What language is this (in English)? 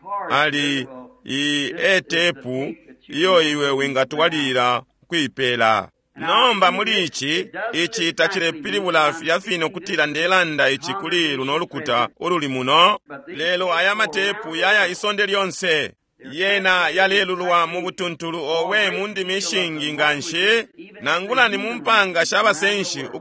Bemba